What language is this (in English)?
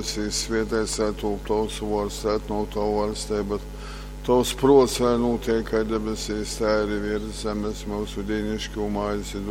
Latgalian